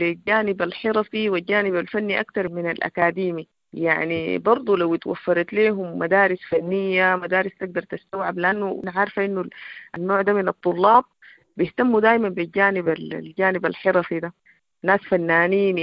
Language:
Sudanese Arabic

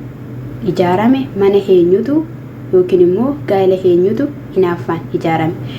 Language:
Oromo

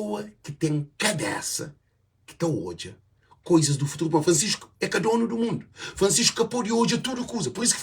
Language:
Kabuverdianu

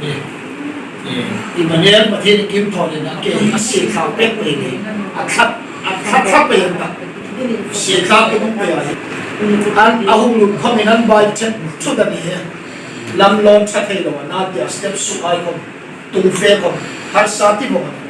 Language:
Hmar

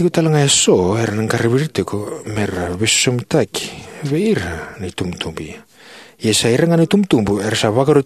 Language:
Fijian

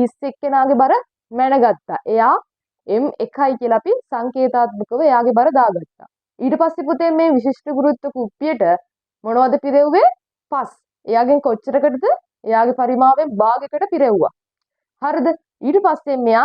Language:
Sinhala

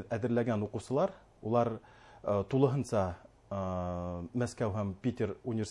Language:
Bashkir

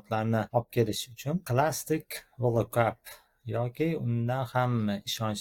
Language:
Uzbek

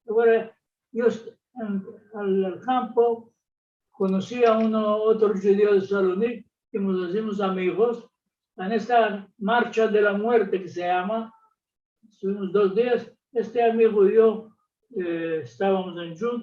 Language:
Ladino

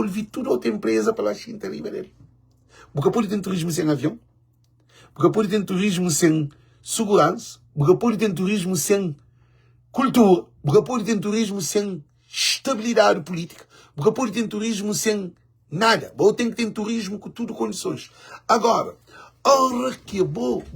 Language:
Kabuverdianu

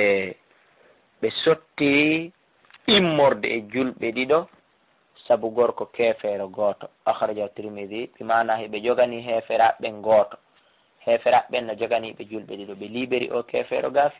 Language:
Fula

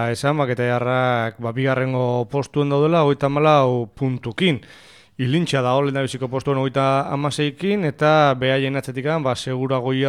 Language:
Basque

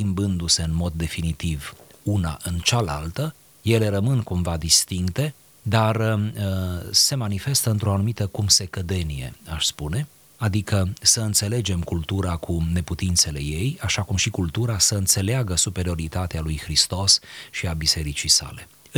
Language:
Romanian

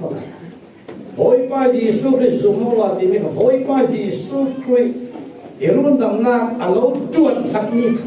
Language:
Falam Chin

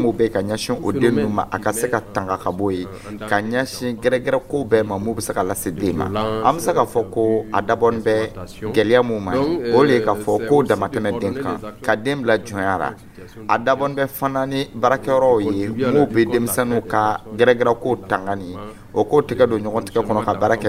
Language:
Dyula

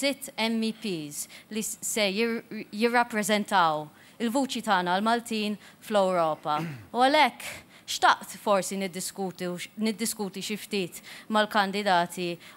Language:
Maltese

